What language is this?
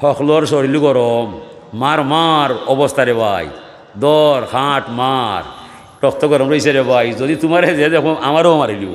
Sylheti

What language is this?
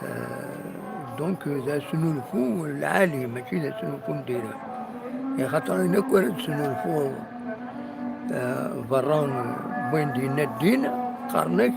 Kabyle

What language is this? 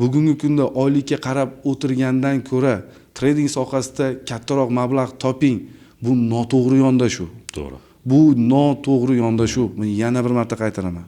Uzbek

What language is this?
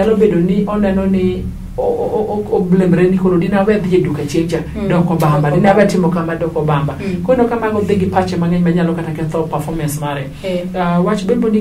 Luo (Kenya and Tanzania)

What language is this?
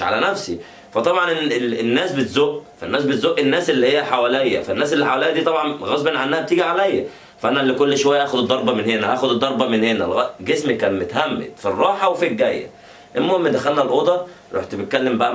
Egyptian Arabic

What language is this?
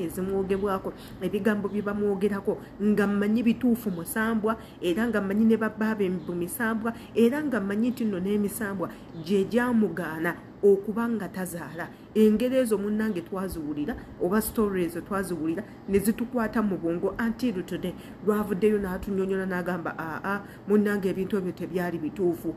Ganda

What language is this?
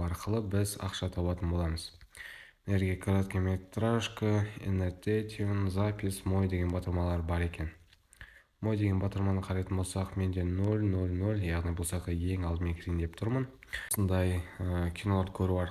Kazakh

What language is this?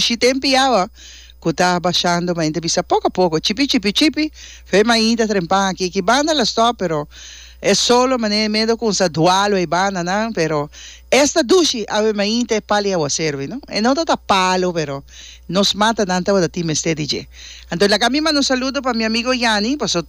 Papiamento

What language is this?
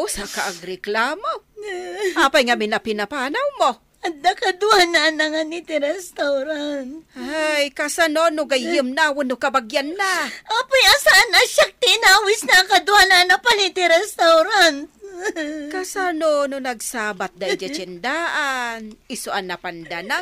Iloko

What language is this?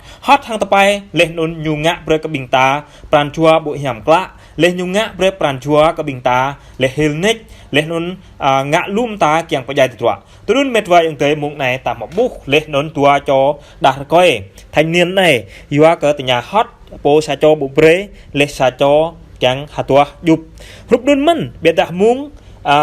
Jarai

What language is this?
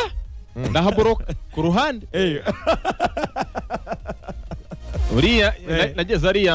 Kinyarwanda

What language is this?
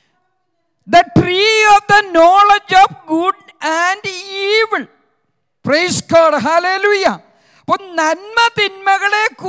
Malayalam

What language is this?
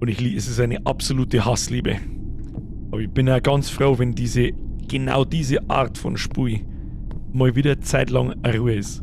Bavarian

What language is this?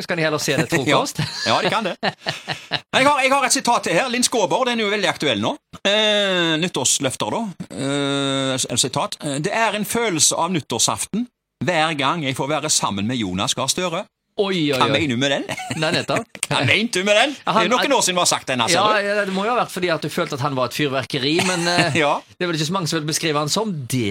Norwegian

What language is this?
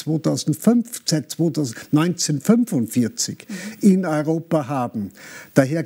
German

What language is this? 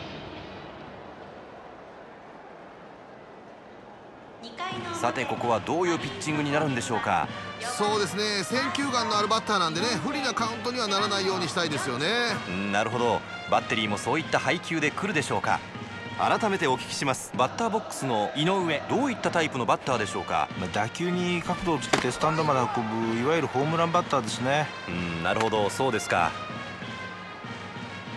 Japanese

